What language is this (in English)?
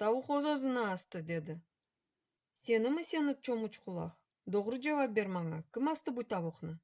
Crimean Tatar